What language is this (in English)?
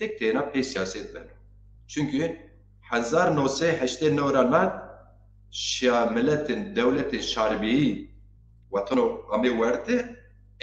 Zaza